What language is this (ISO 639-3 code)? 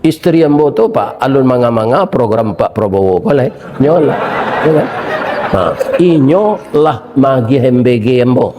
min